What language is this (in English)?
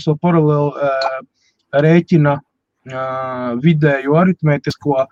Latvian